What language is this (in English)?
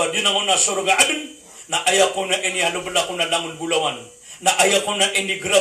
Maranao